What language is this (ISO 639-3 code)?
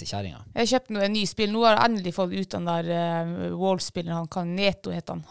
nor